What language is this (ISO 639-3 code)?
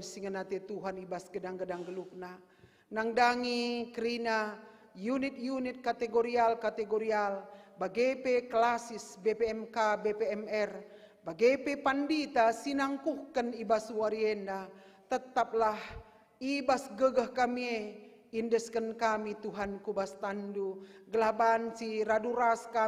btx